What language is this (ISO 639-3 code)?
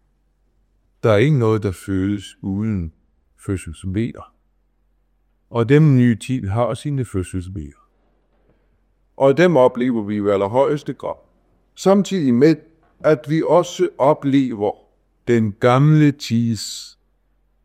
dan